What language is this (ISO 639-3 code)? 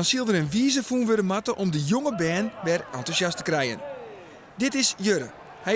fry